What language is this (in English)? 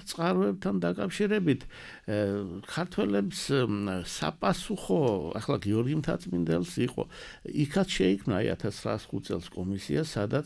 Georgian